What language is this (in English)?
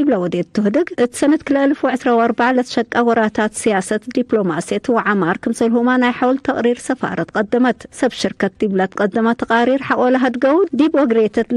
Tigre